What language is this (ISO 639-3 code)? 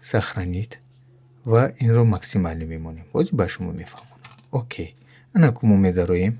tgk